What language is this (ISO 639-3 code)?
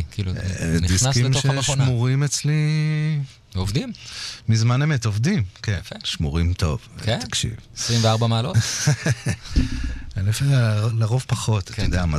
heb